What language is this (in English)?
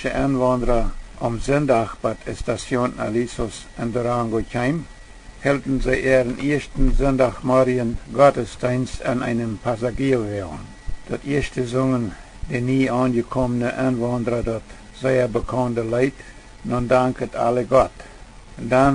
Plautdietsch